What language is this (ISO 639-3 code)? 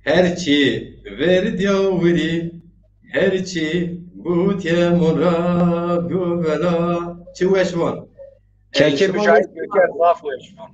zza